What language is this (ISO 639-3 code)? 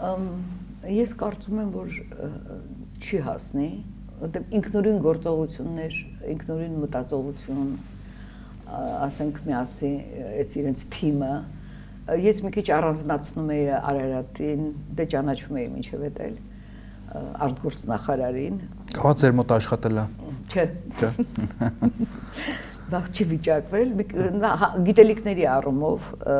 hye